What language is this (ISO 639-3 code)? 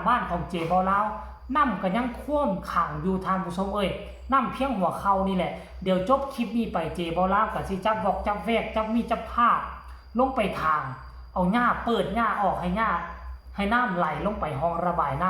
tts